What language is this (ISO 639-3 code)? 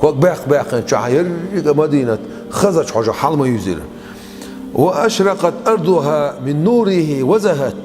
che